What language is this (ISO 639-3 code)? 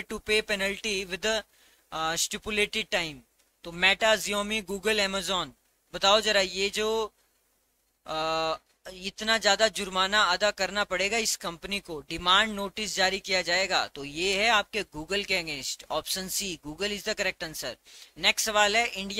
hin